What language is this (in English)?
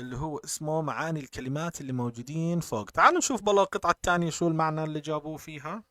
North Levantine Arabic